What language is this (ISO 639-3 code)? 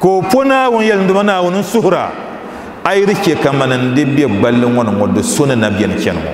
dag